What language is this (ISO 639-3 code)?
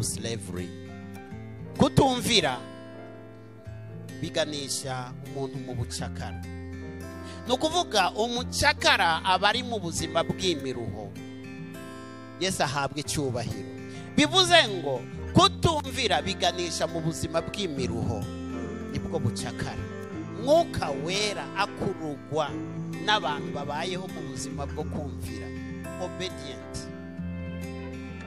kin